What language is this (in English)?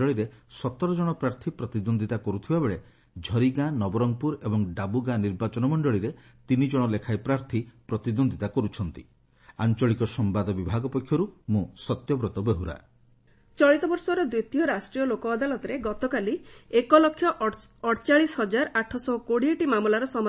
Odia